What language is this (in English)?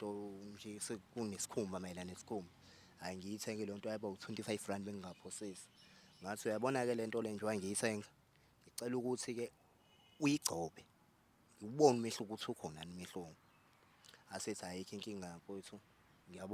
Zulu